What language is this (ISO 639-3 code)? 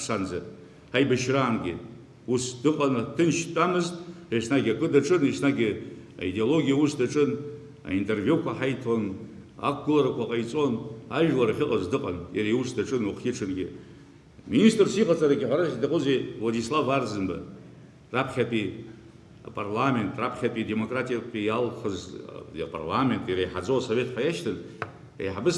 abk